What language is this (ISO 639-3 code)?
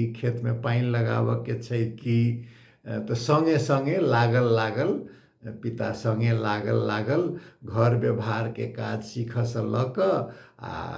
mai